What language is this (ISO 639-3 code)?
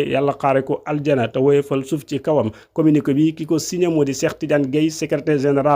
wol